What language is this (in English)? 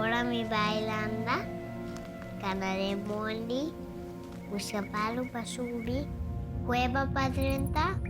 Papiamento